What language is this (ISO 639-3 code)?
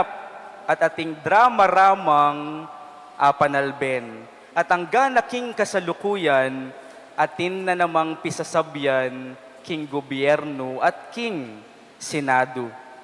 pam